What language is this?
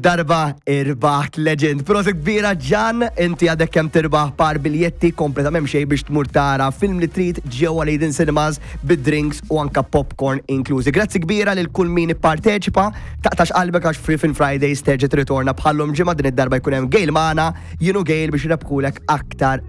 Maltese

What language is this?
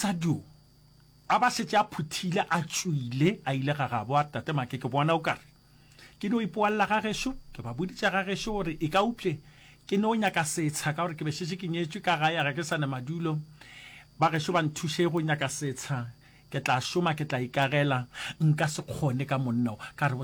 Northern Sotho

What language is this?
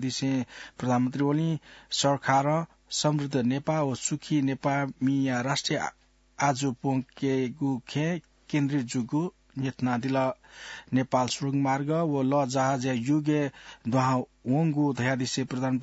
Newari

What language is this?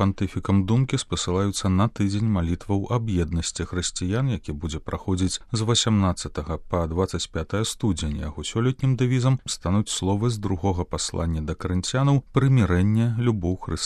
Belarusian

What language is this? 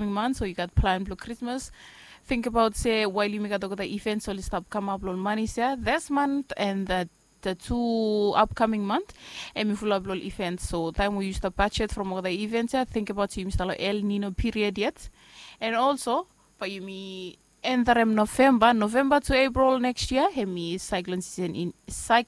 Bislama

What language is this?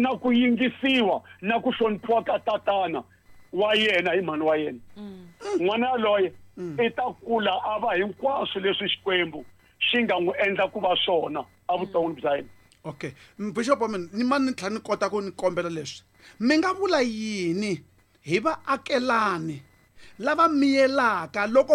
Tsonga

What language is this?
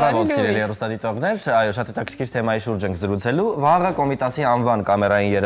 Armenian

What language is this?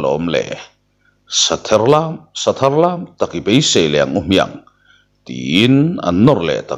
Mizo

